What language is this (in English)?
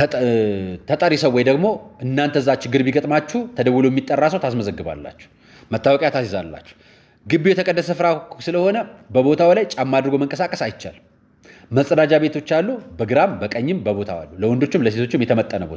Amharic